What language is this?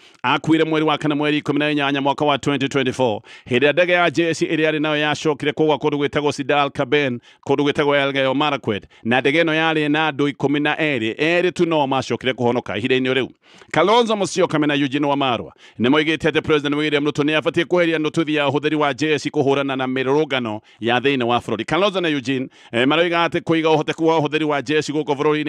Kikuyu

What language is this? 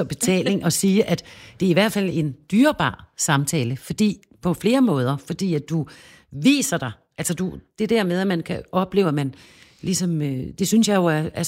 Danish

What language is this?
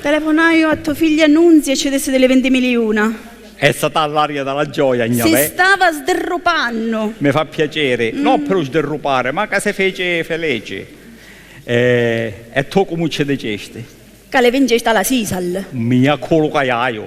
Sicilian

